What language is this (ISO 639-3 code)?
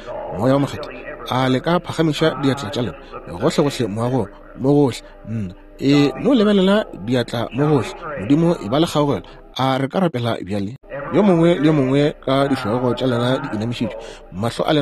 nso